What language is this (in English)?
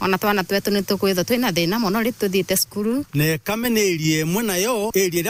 Meru